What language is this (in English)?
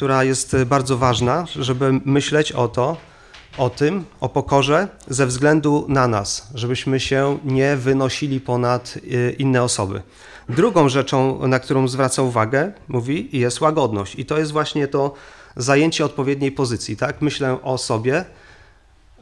Polish